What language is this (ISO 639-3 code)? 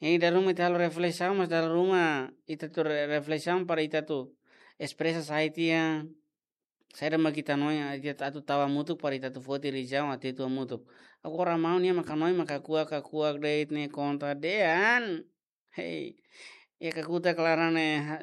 tet